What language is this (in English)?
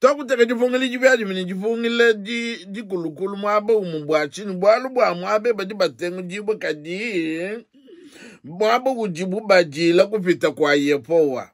Luba-Lulua